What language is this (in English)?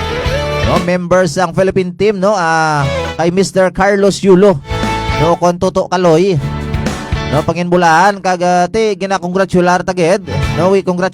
Hiligaynon